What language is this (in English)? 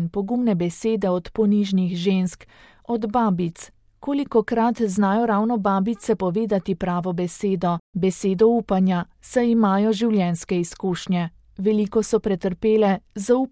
Slovenian